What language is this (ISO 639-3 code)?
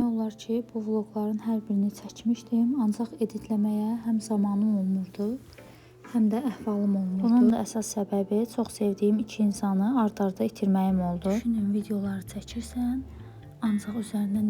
aze